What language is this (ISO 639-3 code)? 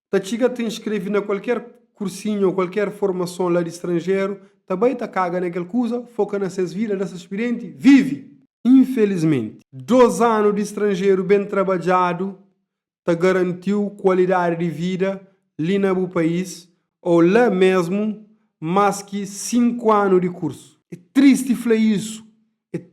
kea